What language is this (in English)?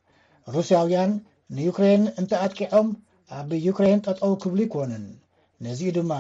Tigrinya